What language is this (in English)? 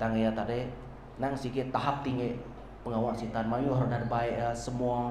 Iban